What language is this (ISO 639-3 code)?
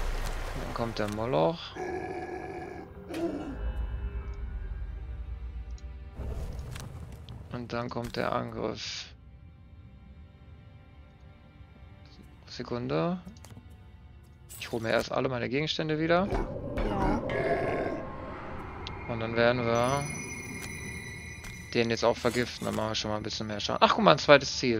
deu